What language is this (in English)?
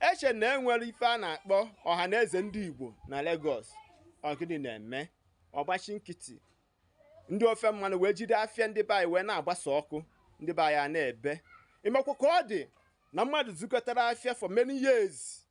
Igbo